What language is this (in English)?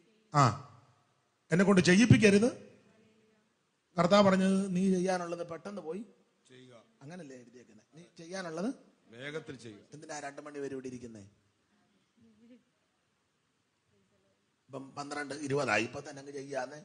Malayalam